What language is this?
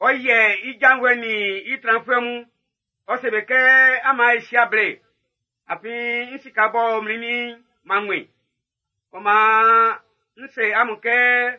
Baoulé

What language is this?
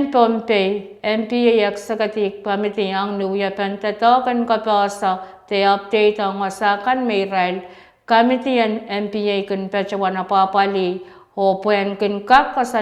Pohnpeian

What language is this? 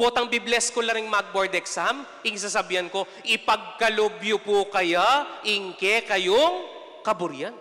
Pampanga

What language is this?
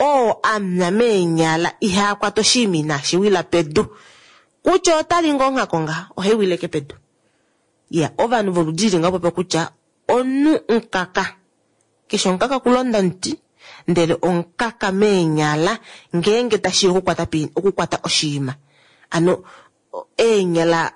Kuanyama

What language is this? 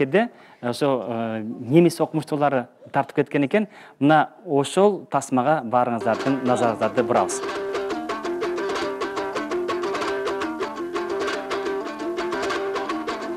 Kyrgyz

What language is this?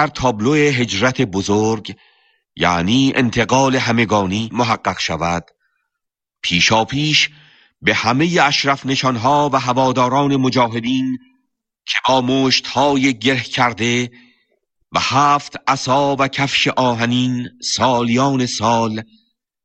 Persian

